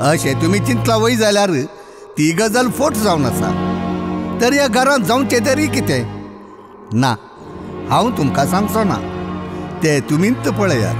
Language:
Konkani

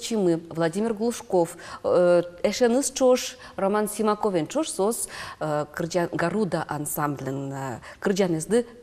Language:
Udmurt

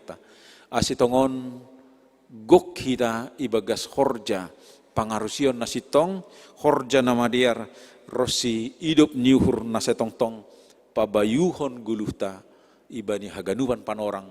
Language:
Batak Simalungun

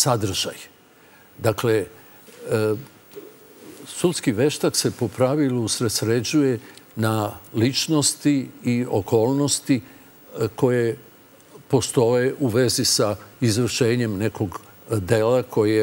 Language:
Serbian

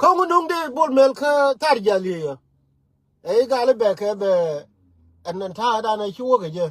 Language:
Nuer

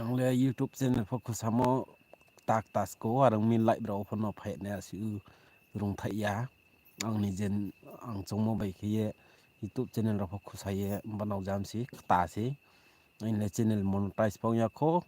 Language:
Riang (India)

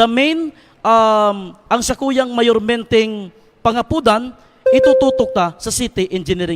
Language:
Bikol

